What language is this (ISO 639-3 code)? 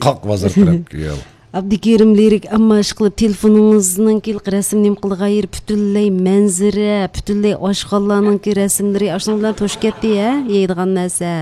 uig